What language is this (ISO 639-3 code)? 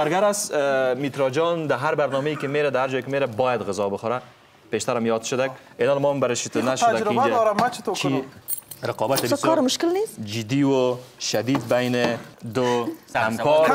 fas